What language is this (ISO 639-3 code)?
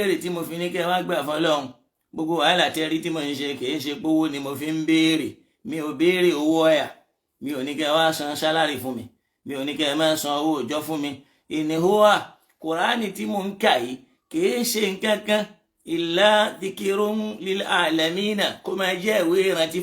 yor